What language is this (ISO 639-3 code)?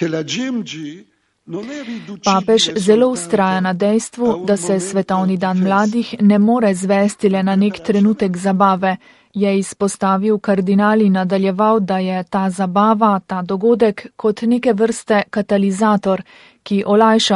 slv